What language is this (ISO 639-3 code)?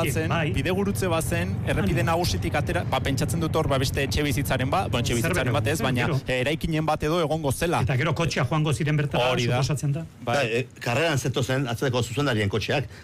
eus